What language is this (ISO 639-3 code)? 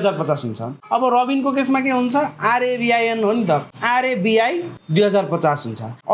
nep